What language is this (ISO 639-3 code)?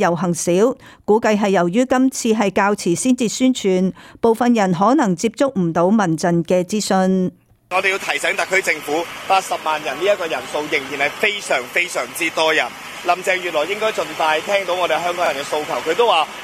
yue